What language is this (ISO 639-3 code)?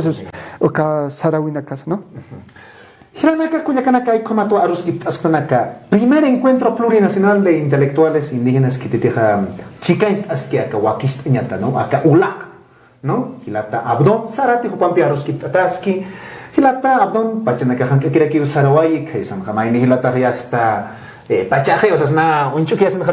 aym